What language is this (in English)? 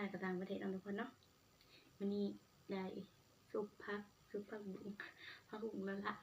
Northeastern Thai